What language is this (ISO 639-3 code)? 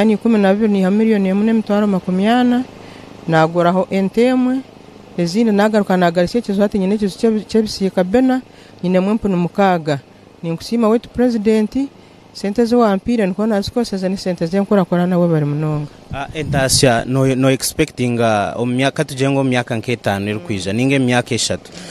nyn